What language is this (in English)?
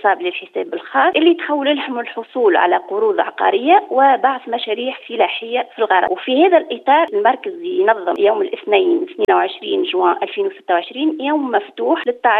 Tunisian Arabic